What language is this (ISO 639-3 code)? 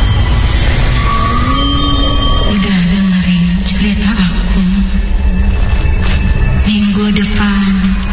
ind